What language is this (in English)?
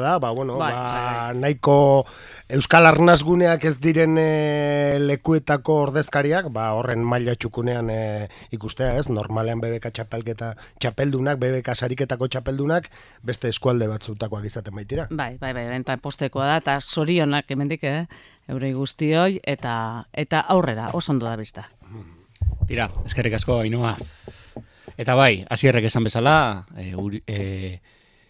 Basque